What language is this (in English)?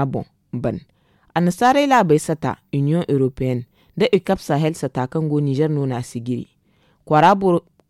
Zarma